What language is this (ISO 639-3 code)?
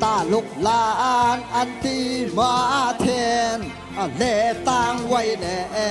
shn